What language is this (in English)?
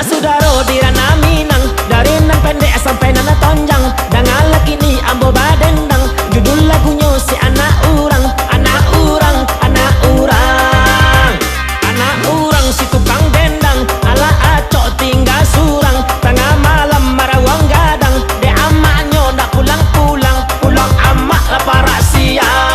Minangkabau